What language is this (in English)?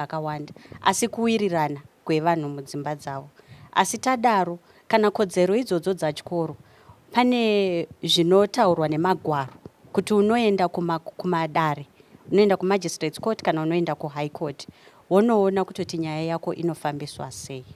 Shona